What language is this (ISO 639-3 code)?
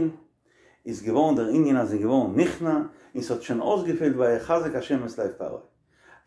yid